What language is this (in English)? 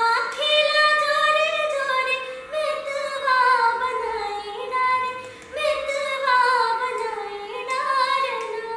Chhattisgarhi